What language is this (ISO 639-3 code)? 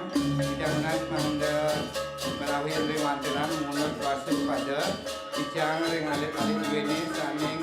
ban